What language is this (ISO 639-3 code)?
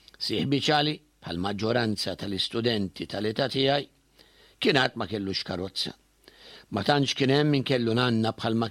mlt